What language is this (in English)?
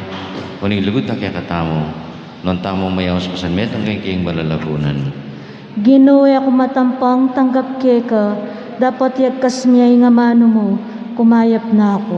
Pampanga